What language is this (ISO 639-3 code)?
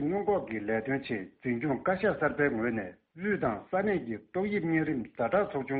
bod